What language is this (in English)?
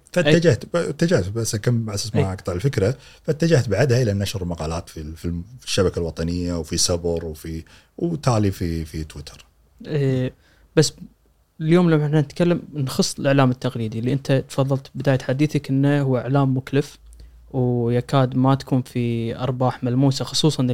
Gulf Arabic